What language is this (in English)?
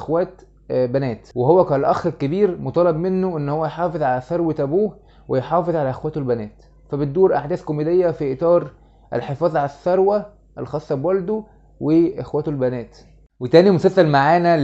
Egyptian Arabic